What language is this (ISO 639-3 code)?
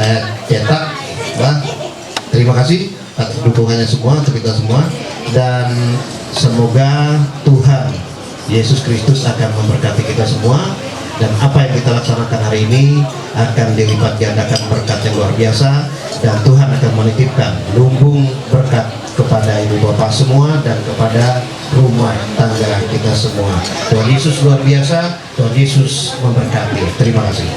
mhy